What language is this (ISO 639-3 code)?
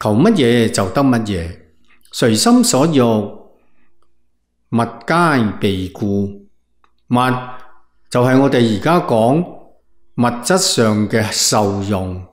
yue